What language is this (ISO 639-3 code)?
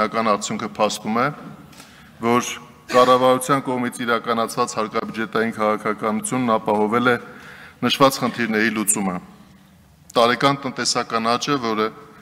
hye